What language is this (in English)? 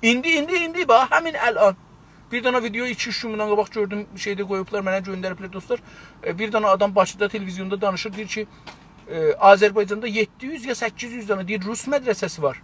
South Azerbaijani